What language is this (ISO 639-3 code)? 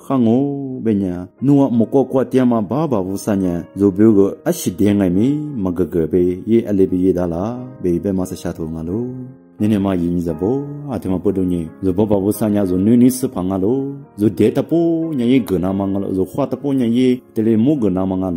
lis